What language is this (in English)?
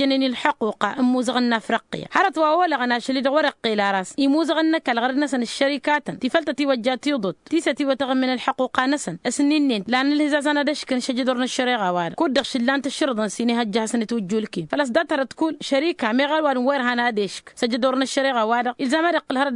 Tamasheq